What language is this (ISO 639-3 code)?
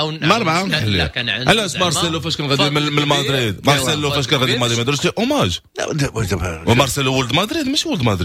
ary